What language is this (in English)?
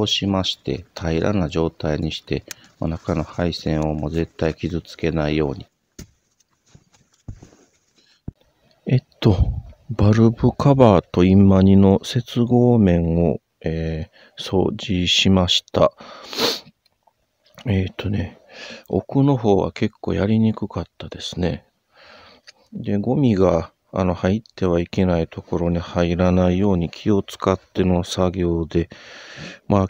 Japanese